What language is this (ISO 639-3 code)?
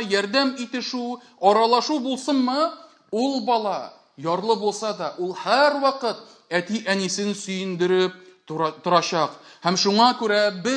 tat